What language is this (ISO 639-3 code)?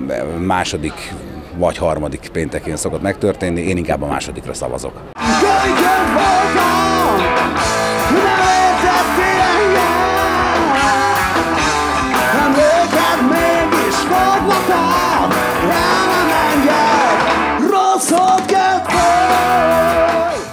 hun